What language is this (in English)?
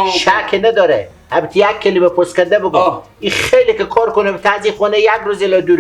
Persian